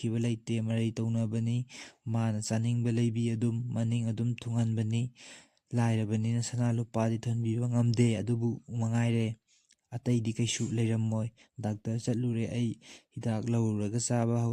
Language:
Manipuri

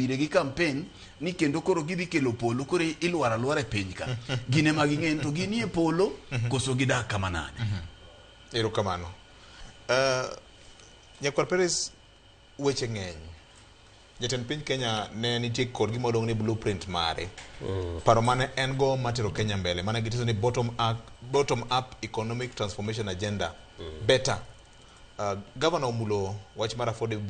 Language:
Luo (Kenya and Tanzania)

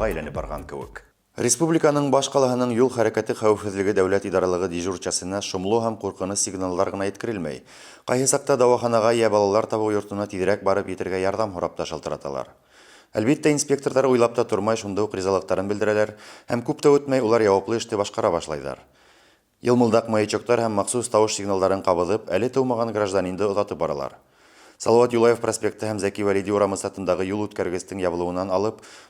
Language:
Bashkir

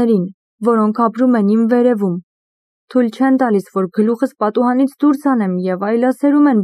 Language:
Armenian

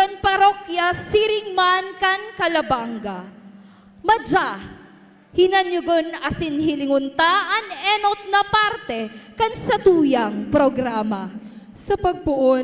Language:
Bikol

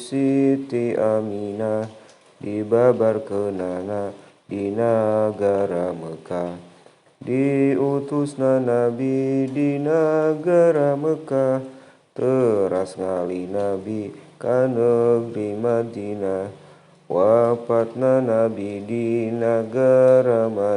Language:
Sundanese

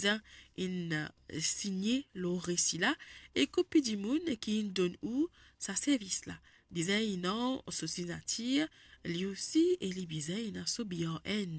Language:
Morisyen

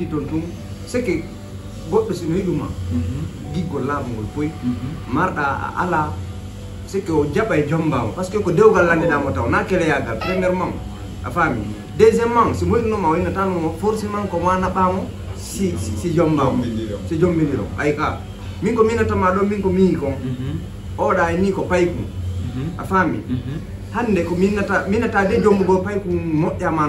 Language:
Fula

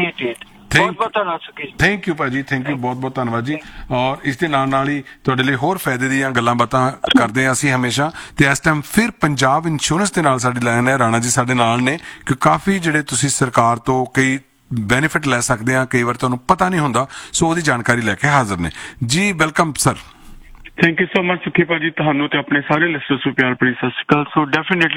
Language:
Punjabi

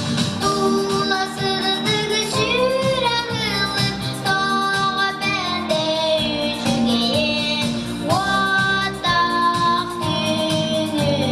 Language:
Yakut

